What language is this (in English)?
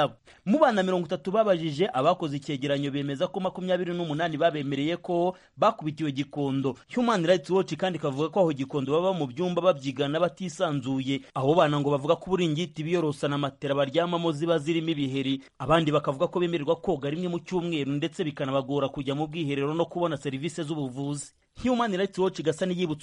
Kinyarwanda